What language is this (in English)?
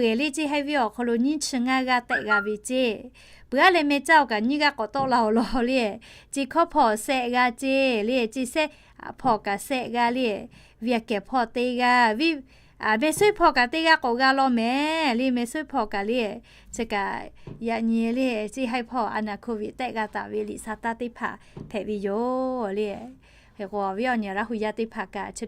Lahu